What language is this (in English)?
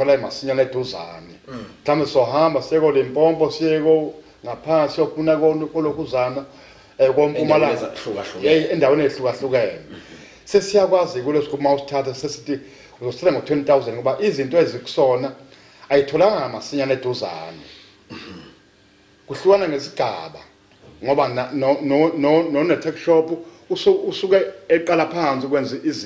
Zulu